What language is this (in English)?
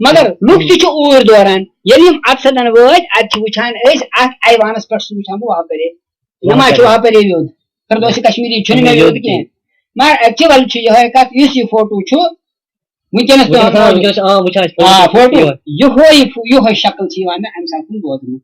Kashmiri